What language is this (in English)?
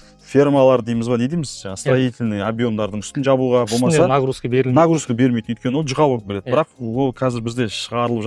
Kazakh